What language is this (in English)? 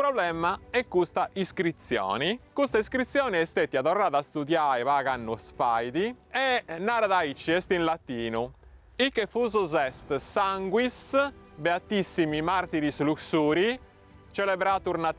Sardinian